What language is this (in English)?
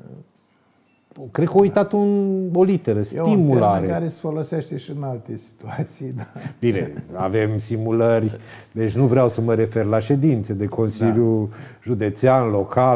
Romanian